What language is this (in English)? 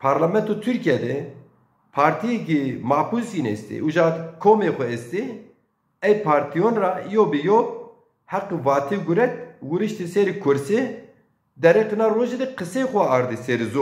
Zaza